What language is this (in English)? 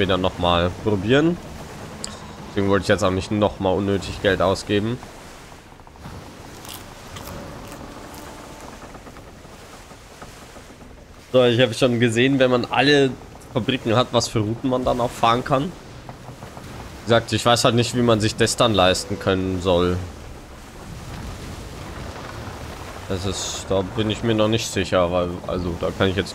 German